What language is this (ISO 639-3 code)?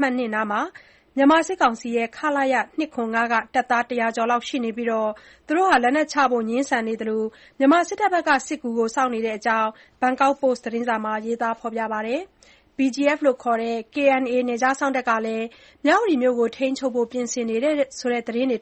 mya